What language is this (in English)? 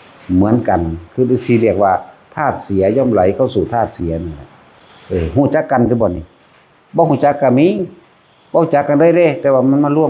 Northeastern Thai